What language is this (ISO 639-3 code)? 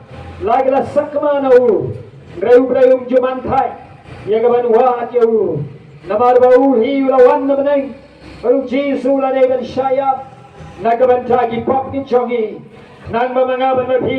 kha